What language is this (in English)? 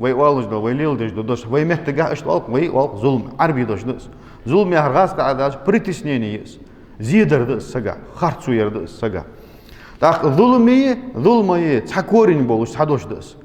Ingush